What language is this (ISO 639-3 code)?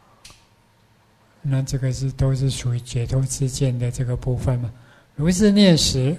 zho